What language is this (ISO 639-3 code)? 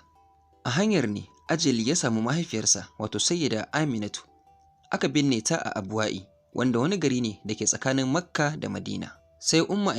hau